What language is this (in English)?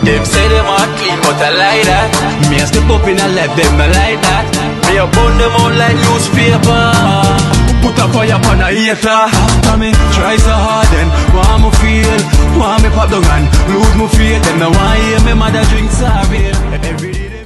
Jamaican Creole English